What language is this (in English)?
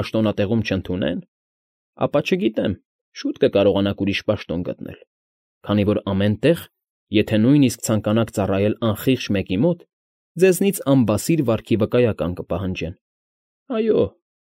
Armenian